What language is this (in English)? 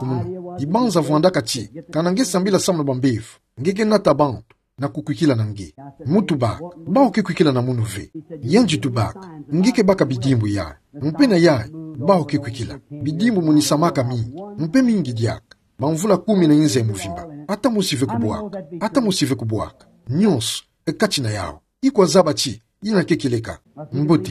Kituba (Democratic Republic of Congo)